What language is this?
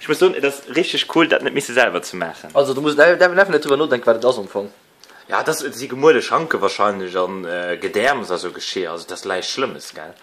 Luxembourgish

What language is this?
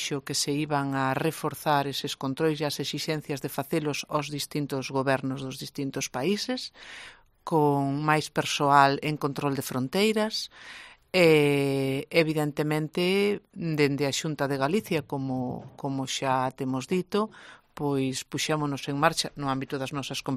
Galician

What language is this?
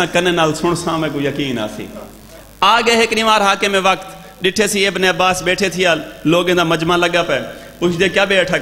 Saraiki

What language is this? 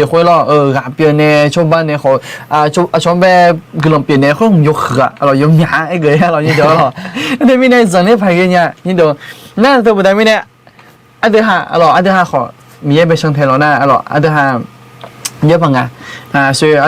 Akha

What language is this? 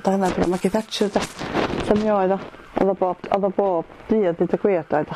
Welsh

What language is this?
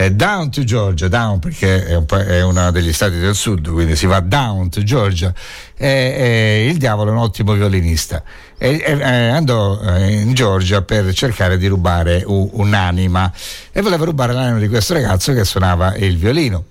Italian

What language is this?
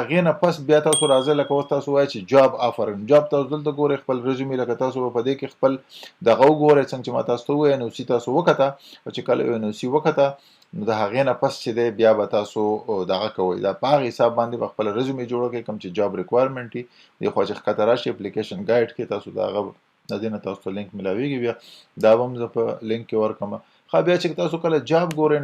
Pashto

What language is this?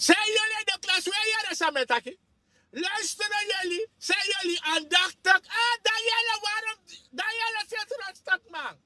Sranan Tongo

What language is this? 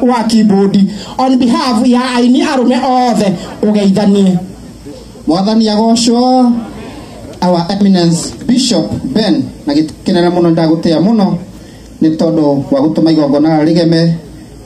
Kikuyu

